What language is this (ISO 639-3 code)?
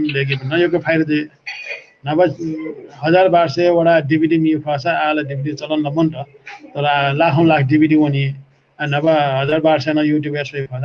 new